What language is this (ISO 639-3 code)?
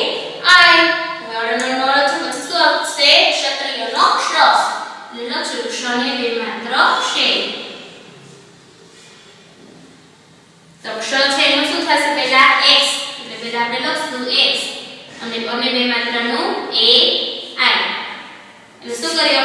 guj